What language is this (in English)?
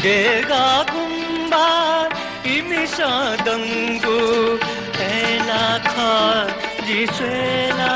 Newari